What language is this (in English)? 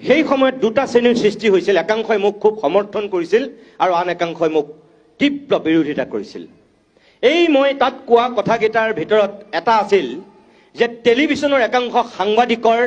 Assamese